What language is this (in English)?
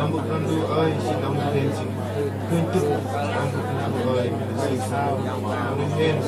Central Mnong